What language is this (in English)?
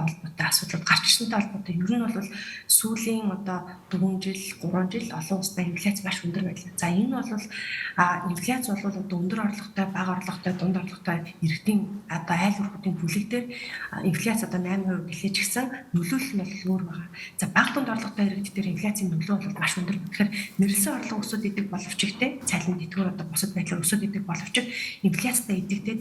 Mongolian